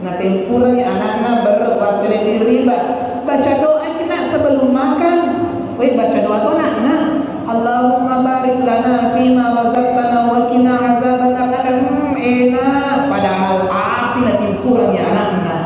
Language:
Buginese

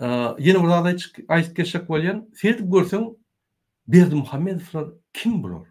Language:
Turkmen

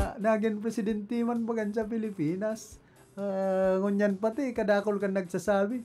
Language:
Bikol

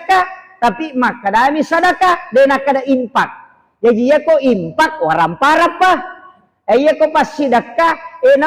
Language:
Buginese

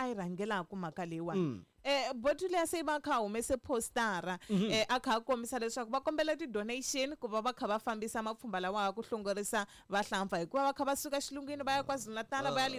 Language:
Tsonga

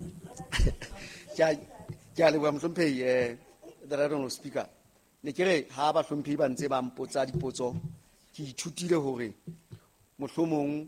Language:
Southern Sotho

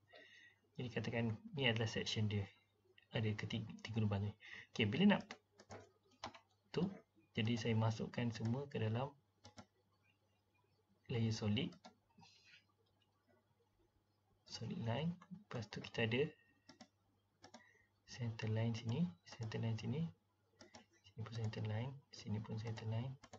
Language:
Malay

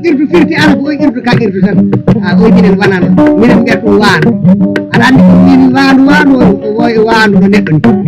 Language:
Fula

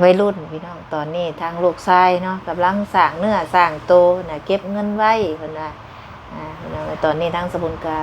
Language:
Lao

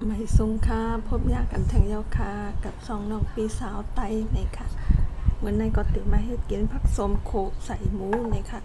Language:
Shan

